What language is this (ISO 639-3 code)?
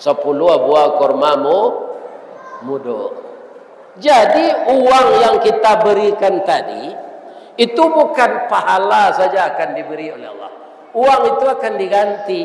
min